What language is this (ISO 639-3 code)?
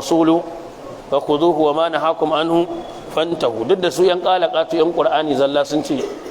hau